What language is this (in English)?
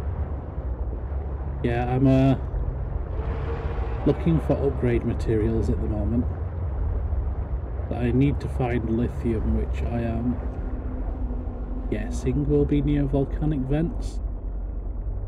English